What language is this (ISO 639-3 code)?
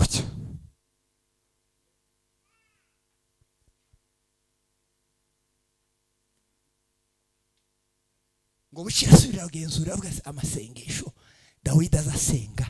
kin